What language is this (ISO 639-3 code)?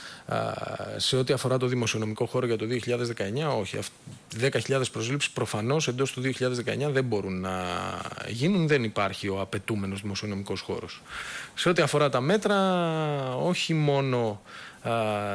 ell